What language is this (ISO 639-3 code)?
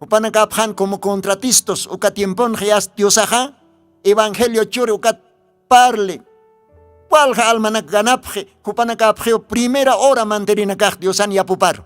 aym